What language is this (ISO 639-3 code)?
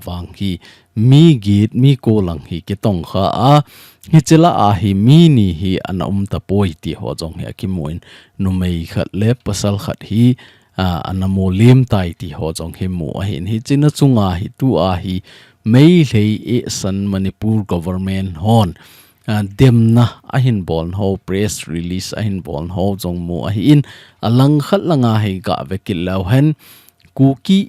tcz